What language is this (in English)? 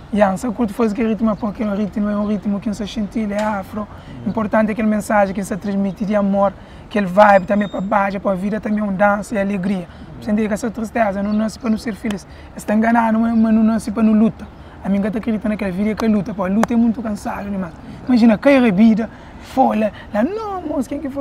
Kabuverdianu